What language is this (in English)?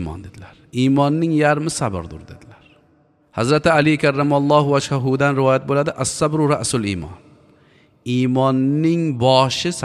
Uzbek